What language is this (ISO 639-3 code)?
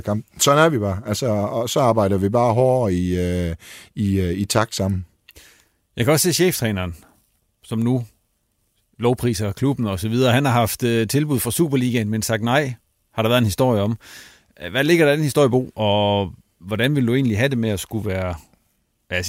dan